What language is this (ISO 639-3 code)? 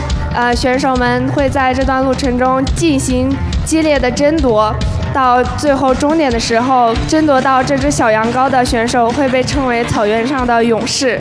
zho